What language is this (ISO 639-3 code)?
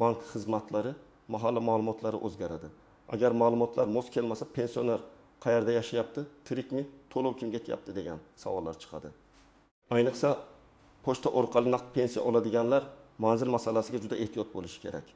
uzb